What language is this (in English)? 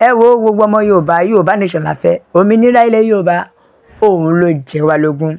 Yoruba